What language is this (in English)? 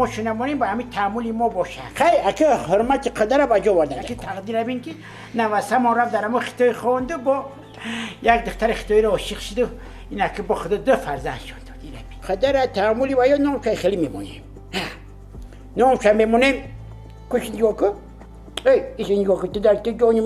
Tajik